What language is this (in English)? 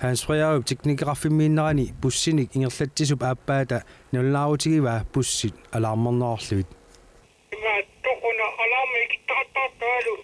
Kalaallisut